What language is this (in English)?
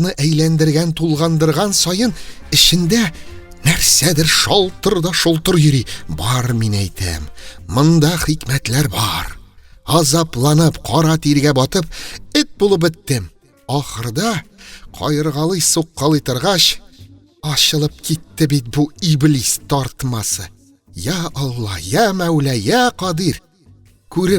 Tatar